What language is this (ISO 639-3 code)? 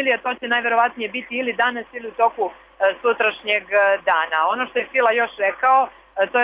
srp